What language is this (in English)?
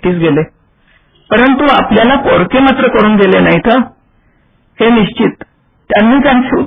Marathi